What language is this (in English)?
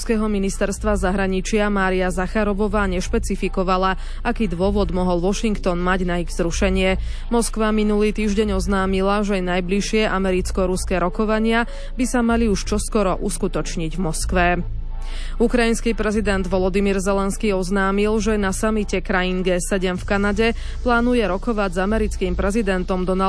Slovak